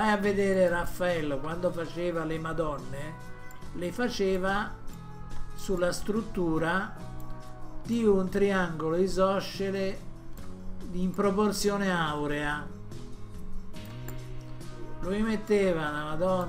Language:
Italian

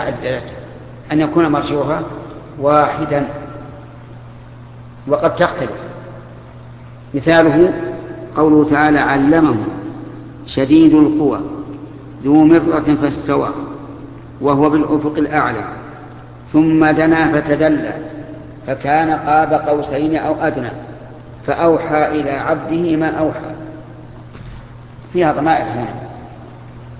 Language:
Arabic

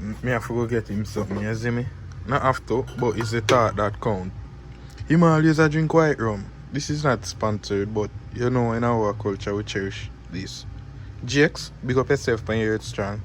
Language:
Jamaican Creole English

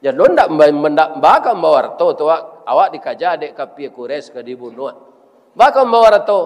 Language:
Minangkabau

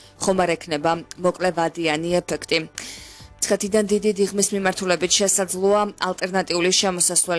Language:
Georgian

